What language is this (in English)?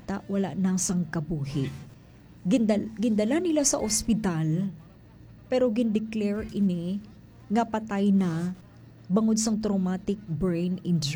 Hiligaynon